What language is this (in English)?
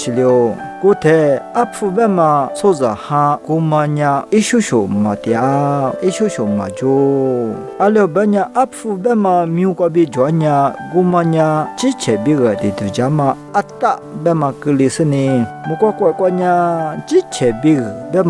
Lisu